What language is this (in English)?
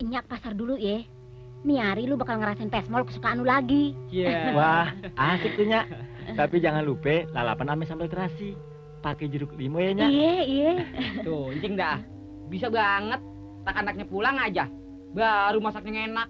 Betawi